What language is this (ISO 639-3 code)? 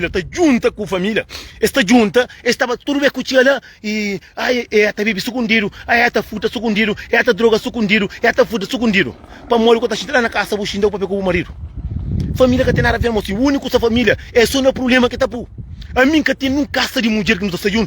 kea